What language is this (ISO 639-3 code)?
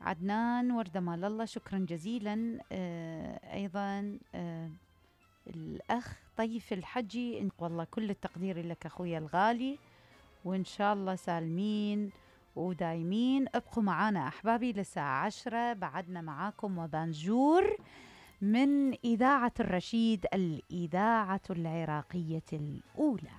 acm